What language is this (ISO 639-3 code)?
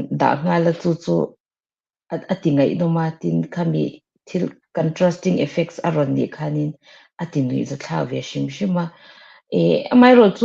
lus